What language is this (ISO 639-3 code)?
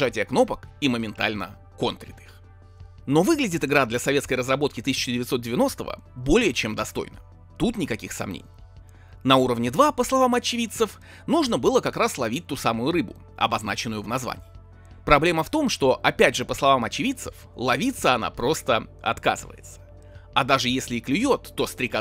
rus